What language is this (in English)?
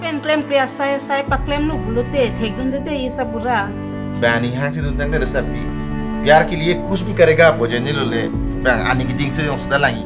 Karbi